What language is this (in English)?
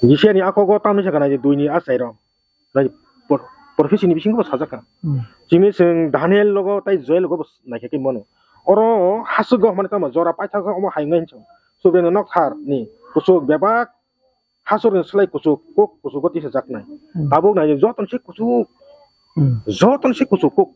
Kok Borok